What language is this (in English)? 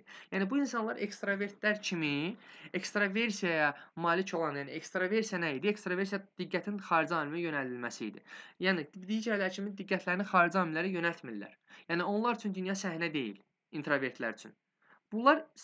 Azerbaijani